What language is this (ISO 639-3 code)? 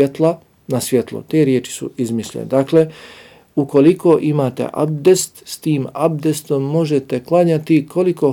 bos